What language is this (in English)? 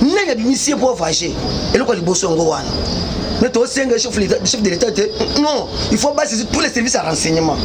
Lingala